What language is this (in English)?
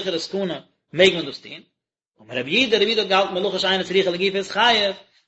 Yiddish